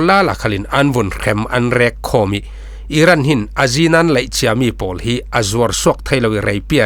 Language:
Falam Chin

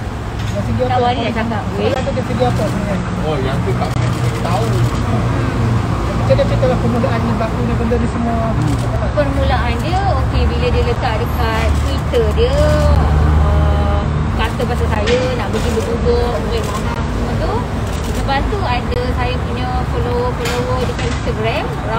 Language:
Malay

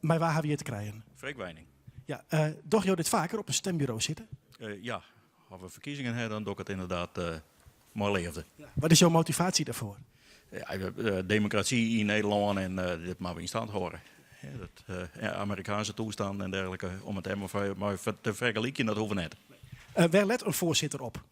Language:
Western Frisian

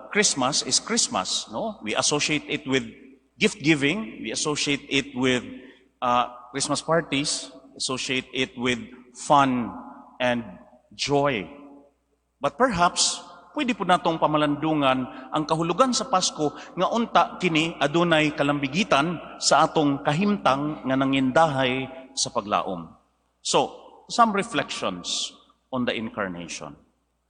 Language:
Cebuano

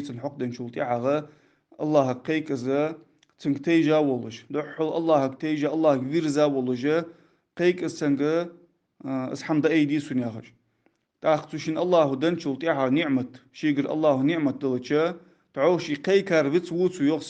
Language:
Ingush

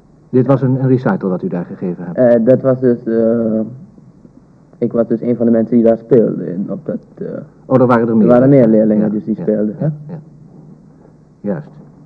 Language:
Dutch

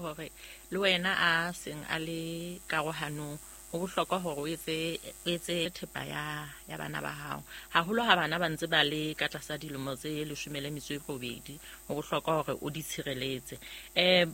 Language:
Southern Sotho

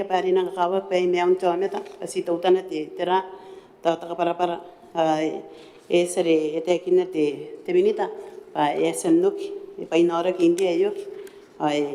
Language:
Gilbertese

